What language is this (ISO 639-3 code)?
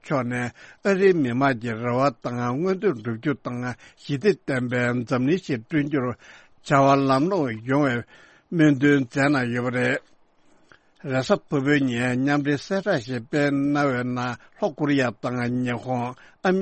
bod